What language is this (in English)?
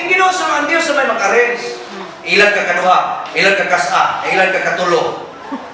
Cebuano